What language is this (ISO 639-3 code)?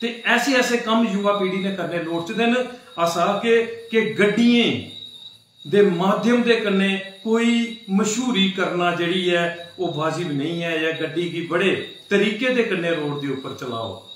doi